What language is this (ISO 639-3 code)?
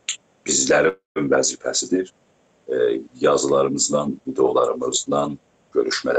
azb